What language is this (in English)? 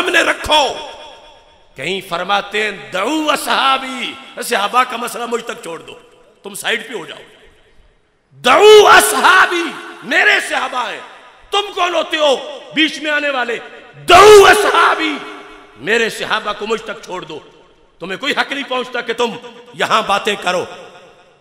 Urdu